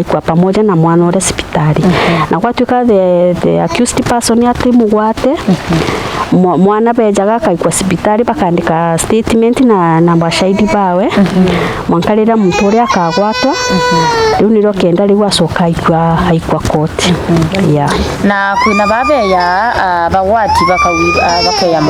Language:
Meru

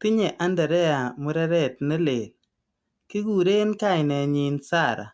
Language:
Kalenjin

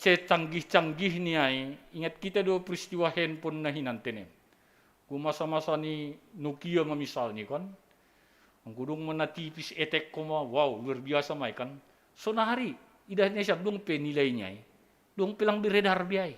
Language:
Batak Simalungun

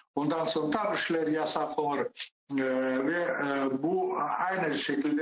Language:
Crimean Tatar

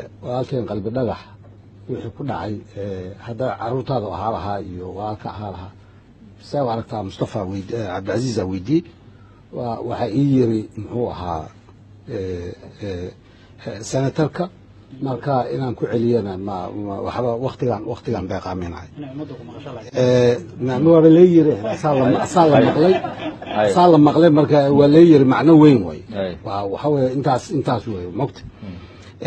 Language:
Somali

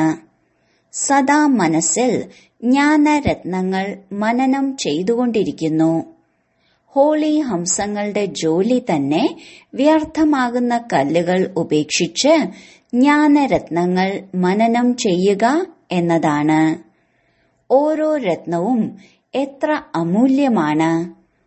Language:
Malayalam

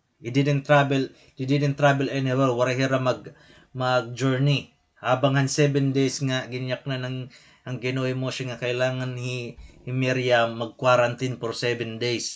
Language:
Waray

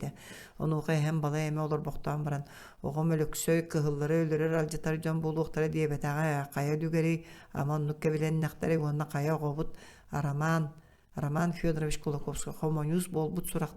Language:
Yakut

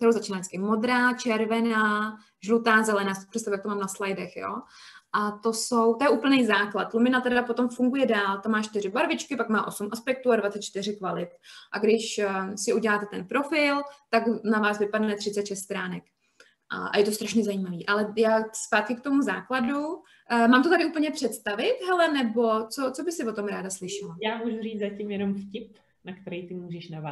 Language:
Czech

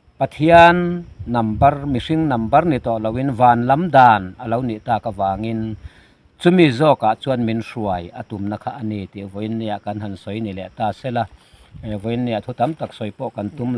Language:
Mizo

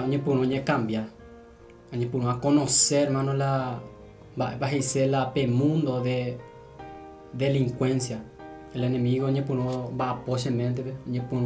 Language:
Guarani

